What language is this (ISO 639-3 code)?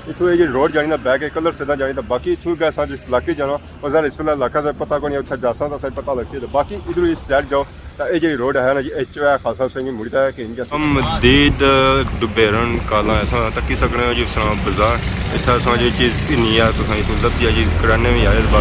phr